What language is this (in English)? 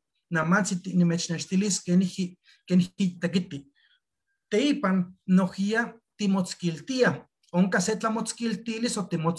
Eastern Huasteca Nahuatl